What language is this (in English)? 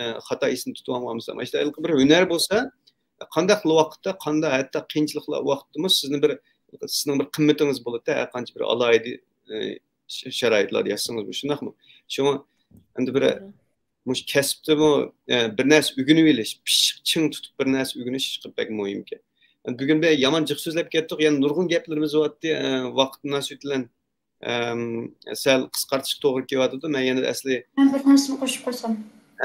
Uyghur